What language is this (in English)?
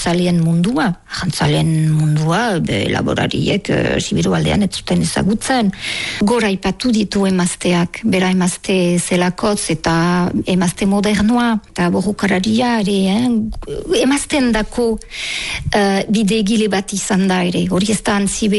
Basque